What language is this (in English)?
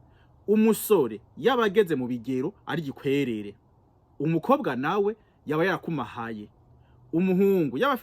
Rundi